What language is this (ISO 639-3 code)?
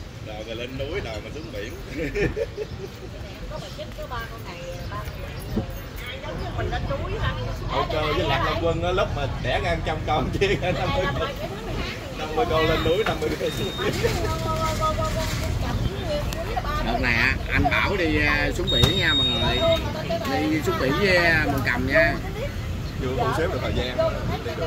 vie